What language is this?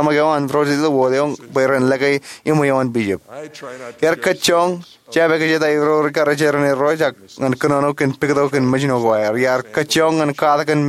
Marshallese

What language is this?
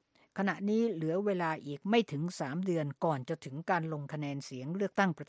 Thai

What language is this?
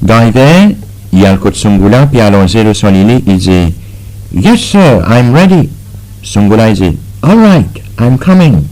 Seselwa Creole French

